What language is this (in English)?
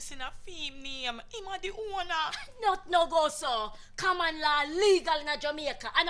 Jamaican Creole English